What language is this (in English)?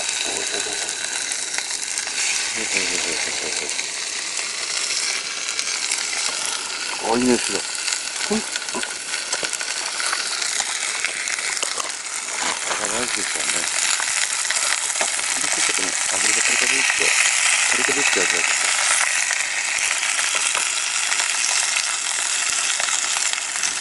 Japanese